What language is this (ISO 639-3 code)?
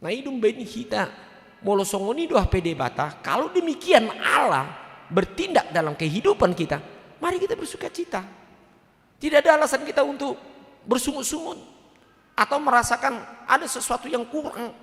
bbc